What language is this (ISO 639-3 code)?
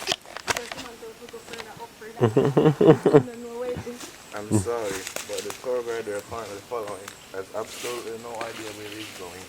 jam